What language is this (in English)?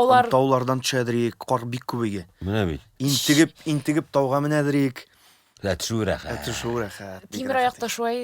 Tatar